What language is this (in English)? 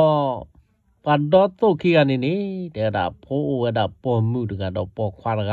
S'gaw Karen